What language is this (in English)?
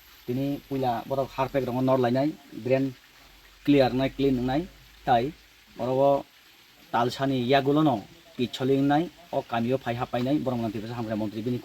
Kok Borok